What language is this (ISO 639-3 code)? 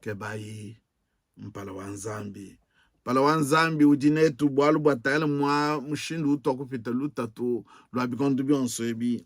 lua